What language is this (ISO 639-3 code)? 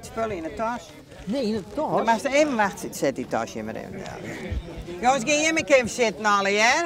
fry